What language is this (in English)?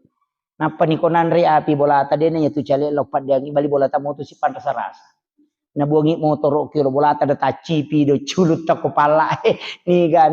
Buginese